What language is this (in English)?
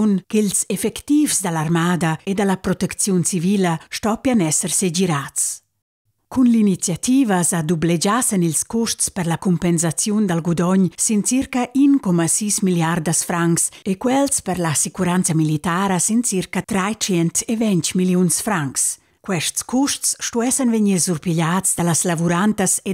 Romansh